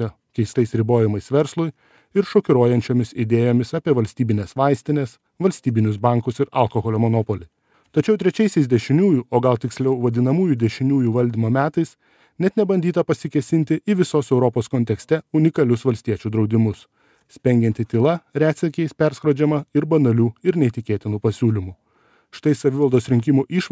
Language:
Lithuanian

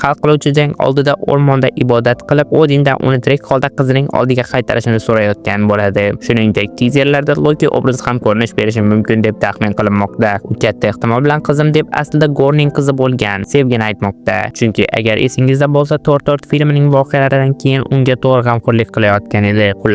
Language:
Uzbek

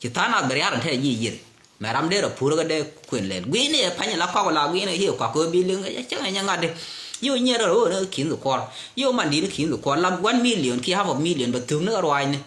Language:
Nuer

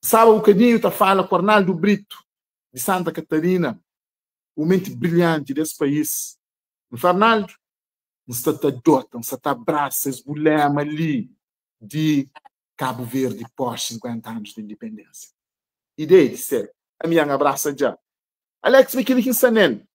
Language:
Kabuverdianu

